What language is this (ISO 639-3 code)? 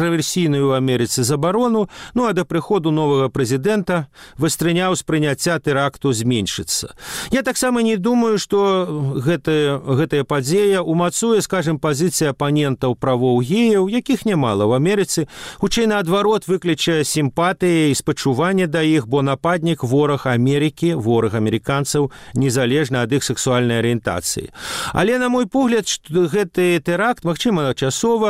bel